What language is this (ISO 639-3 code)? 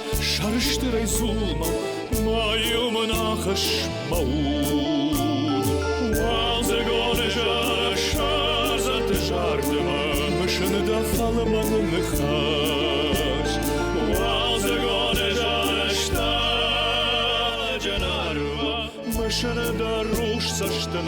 oss